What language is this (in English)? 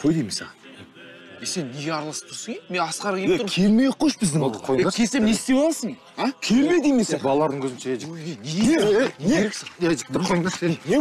Kazakh